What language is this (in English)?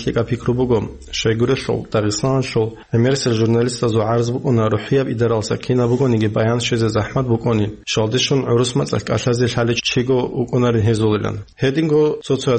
Avaric